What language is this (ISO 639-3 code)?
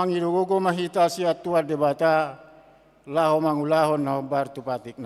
bbc